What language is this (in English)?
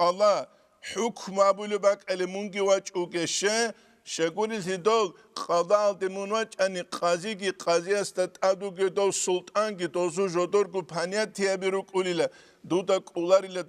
Avaric